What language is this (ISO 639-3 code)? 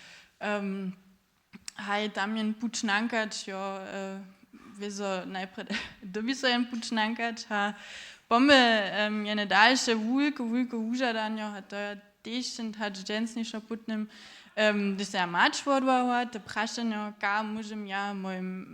hsb